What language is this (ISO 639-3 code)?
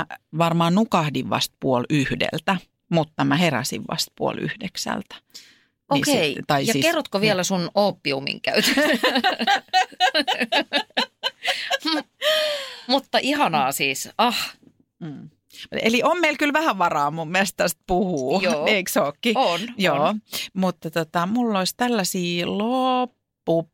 fin